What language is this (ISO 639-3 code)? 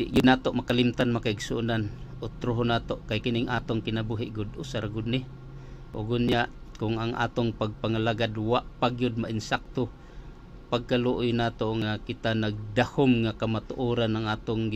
ceb